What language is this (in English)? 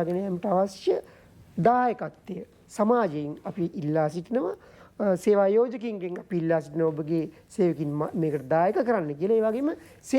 Sinhala